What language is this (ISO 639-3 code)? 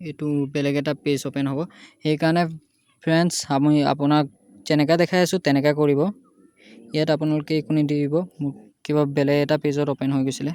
asm